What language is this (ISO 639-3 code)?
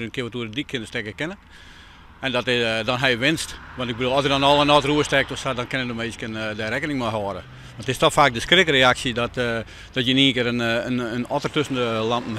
fry